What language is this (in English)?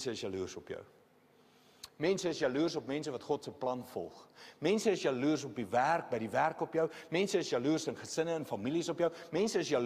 Afrikaans